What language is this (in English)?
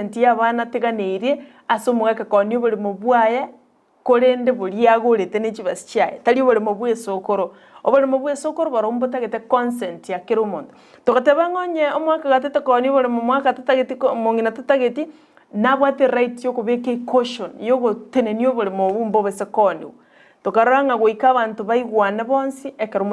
Gusii